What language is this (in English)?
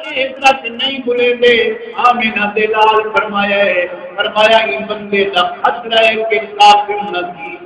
Saraiki